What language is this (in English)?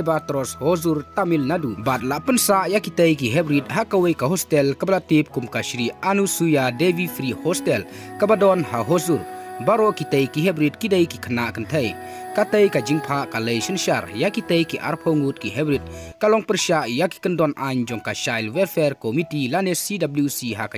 Khasi